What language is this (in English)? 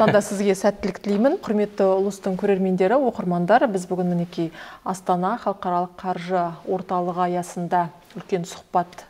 Kazakh